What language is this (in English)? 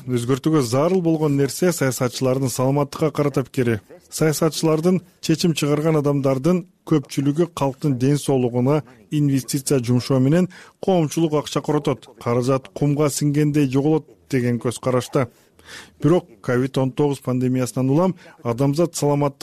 Kyrgyz